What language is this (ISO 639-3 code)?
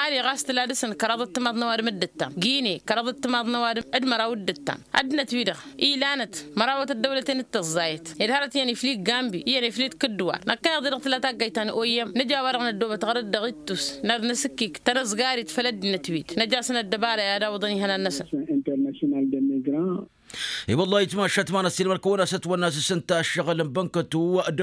taq